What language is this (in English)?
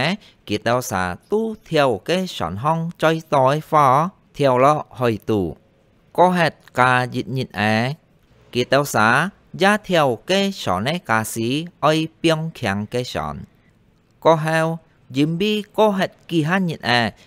Hakka Chinese